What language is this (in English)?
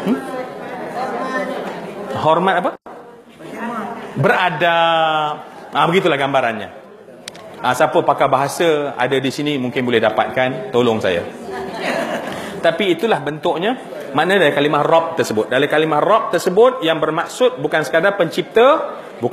Malay